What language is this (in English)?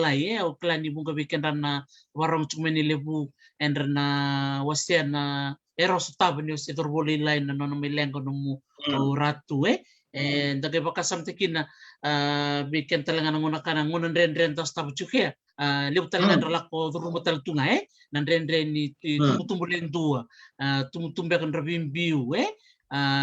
Fijian